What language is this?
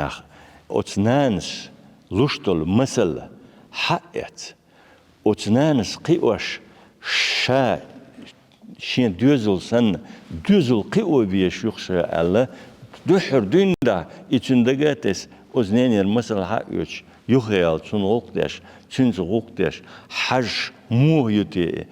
Chechen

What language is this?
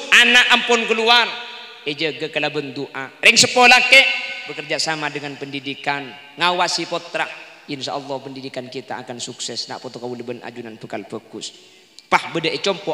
Madurese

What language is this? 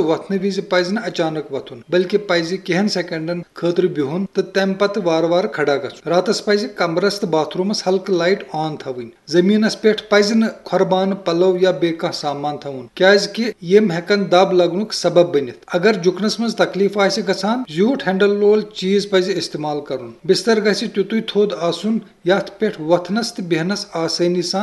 Kashmiri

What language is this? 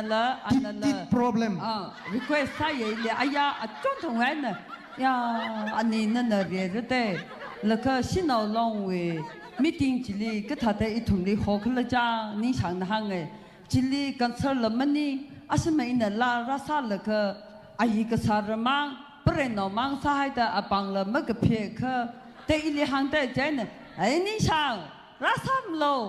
Tangkhul Naga (India)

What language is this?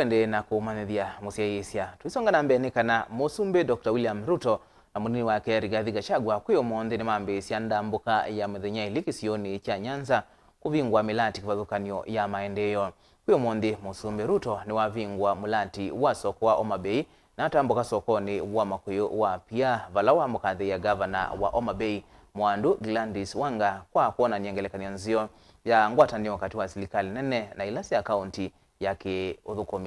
Kamba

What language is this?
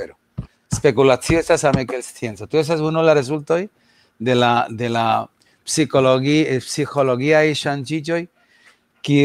Esperanto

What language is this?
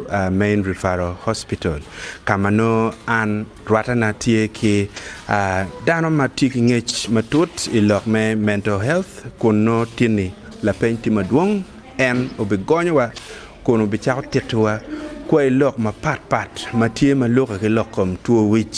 Acoli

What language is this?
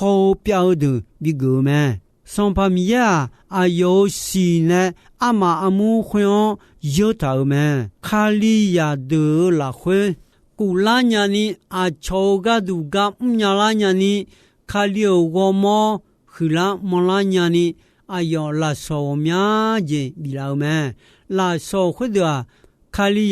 Akha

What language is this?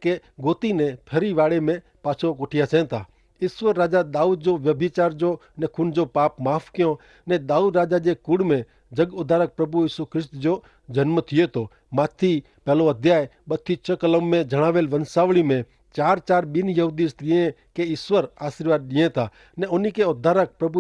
Kachhi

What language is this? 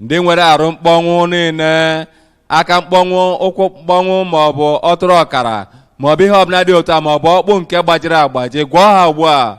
Igbo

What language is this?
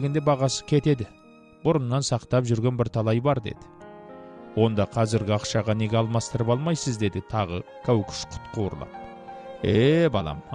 Kazakh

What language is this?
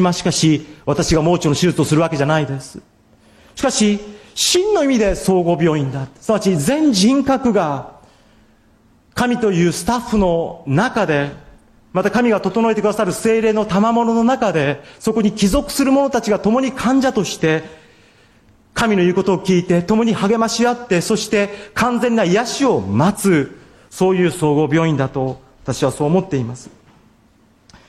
Japanese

